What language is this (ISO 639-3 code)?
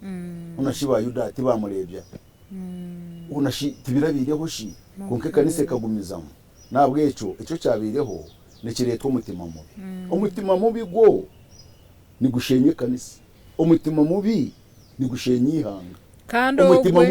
nyn